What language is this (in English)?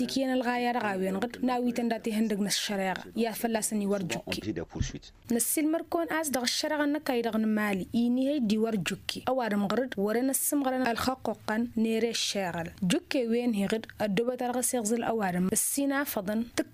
Tamasheq